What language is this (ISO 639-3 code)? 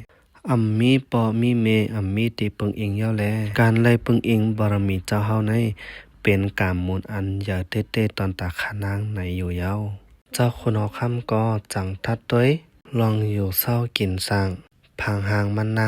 shn